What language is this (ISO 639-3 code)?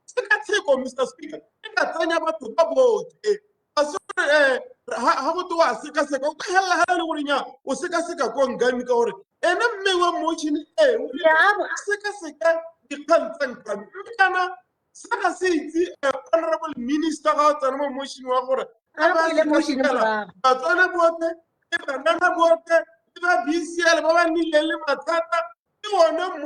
tsn